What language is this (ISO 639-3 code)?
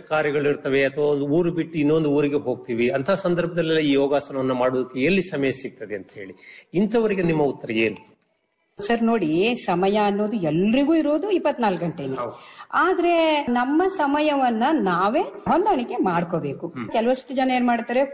kan